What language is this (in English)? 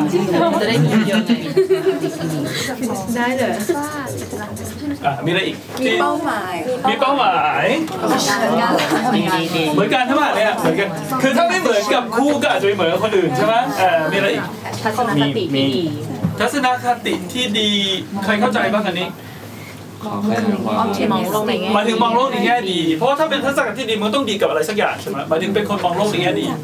Thai